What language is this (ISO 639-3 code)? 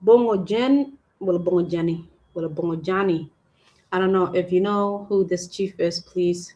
ach